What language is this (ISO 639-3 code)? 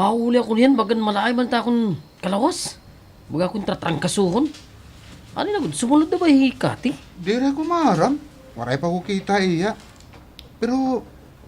war